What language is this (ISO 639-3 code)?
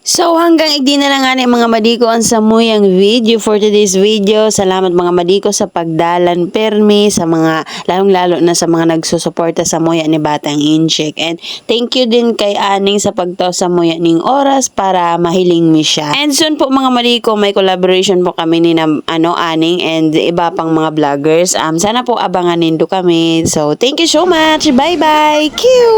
bik